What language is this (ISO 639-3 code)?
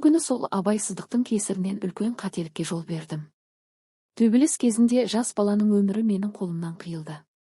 kaz